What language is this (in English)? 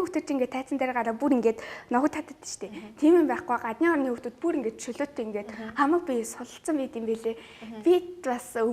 Mongolian